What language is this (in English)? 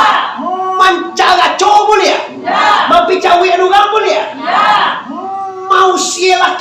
Minangkabau